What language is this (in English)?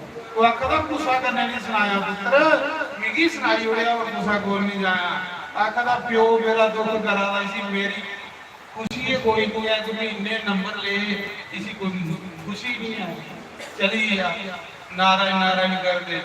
Dogri